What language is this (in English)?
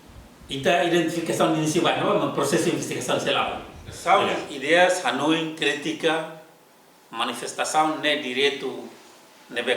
Tetum